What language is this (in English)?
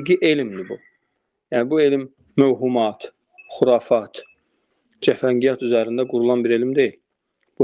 Azerbaijani